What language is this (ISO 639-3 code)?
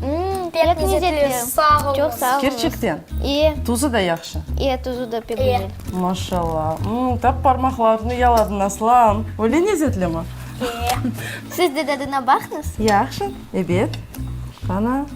crh